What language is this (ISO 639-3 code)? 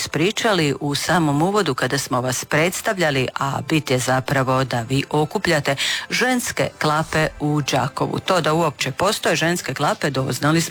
hrv